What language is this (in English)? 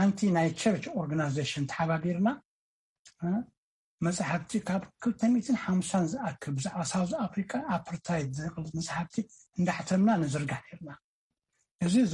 Tigrinya